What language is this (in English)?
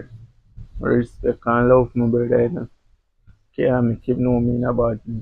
Jamaican Creole English